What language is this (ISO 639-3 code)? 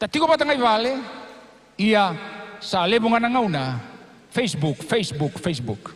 fij